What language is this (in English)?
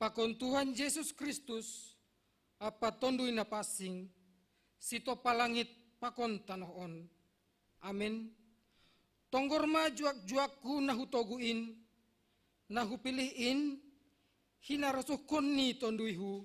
Batak Simalungun